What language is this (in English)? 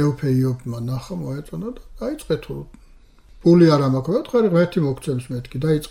Georgian